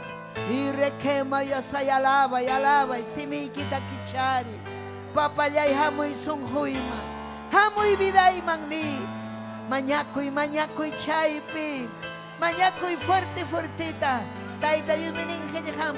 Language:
Ayacucho Quechua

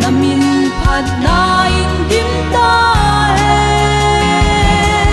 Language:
Paite Chin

